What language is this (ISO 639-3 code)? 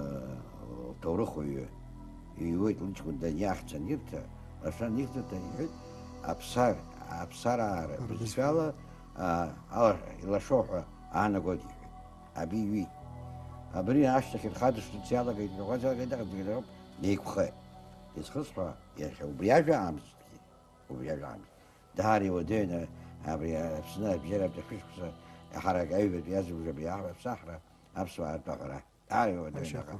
abk